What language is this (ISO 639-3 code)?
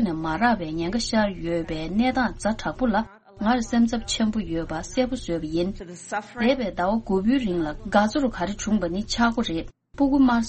bod